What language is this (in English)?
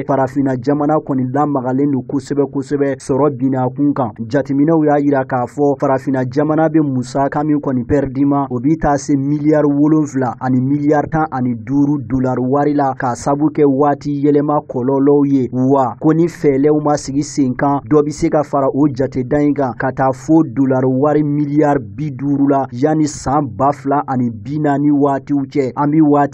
Bambara